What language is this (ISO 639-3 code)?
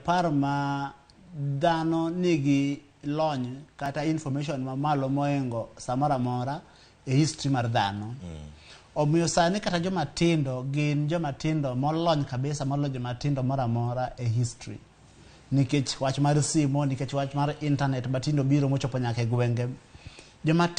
luo